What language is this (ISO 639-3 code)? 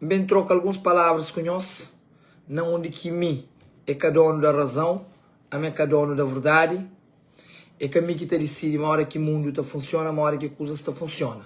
kea